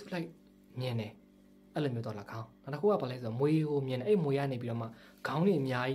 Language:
Burmese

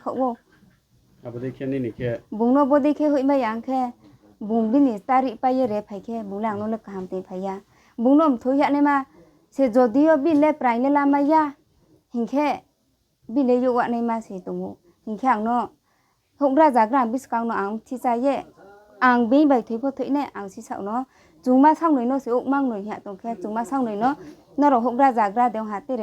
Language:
Riang (India)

